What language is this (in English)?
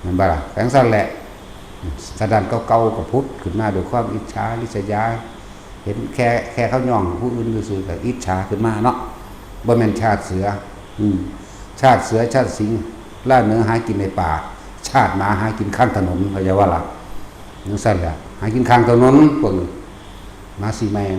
Northeastern Thai